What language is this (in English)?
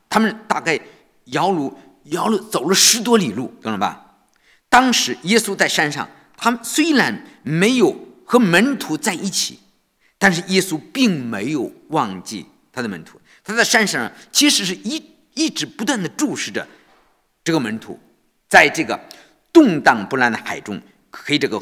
Chinese